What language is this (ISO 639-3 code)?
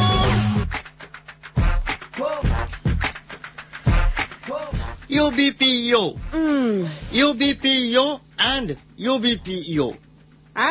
ben